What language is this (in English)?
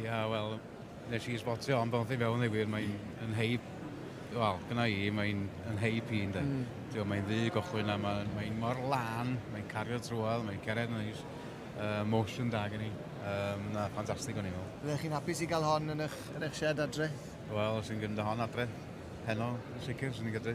Welsh